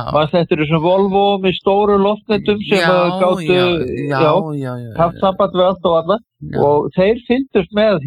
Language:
Icelandic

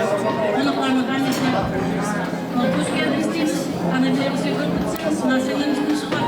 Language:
Kara-Kalpak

